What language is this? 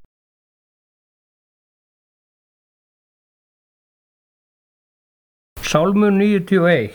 Icelandic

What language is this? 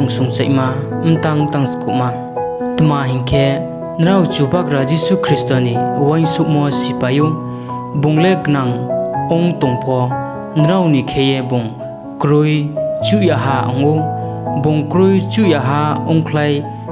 Riang (India)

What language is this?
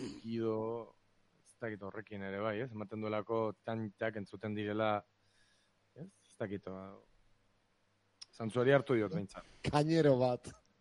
Basque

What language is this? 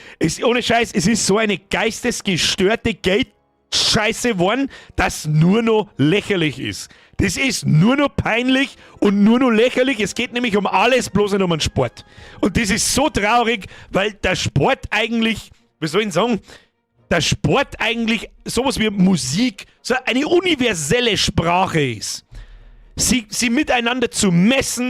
Bavarian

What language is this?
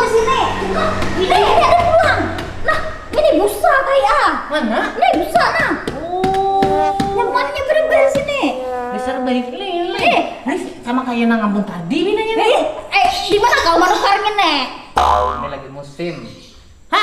Banjar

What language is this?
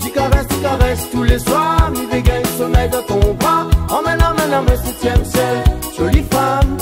Réunion Creole French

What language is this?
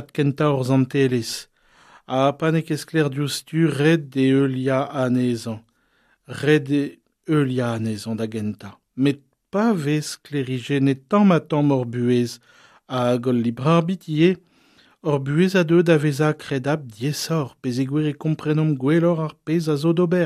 Breton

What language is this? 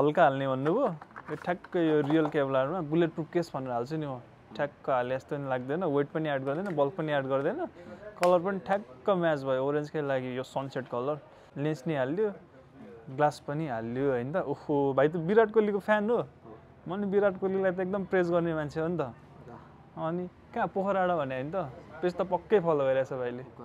Nepali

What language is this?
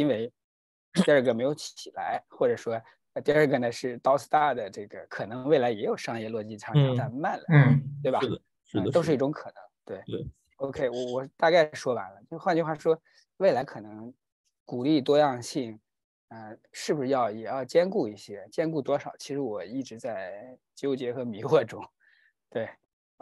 Chinese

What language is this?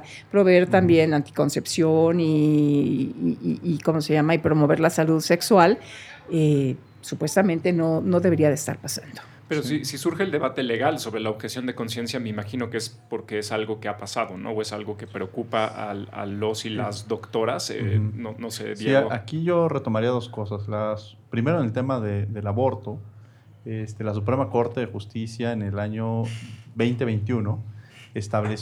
Spanish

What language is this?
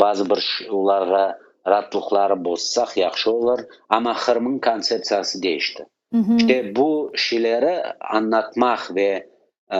Crimean Tatar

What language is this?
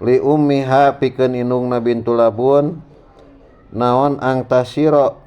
Sundanese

